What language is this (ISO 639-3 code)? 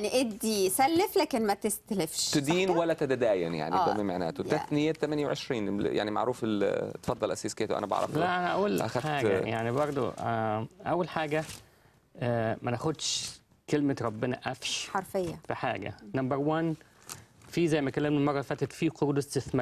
arz